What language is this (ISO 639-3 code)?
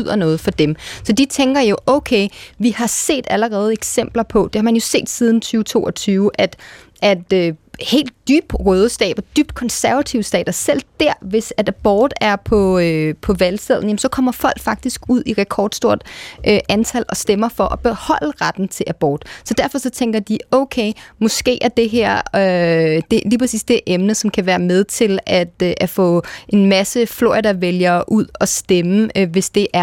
dan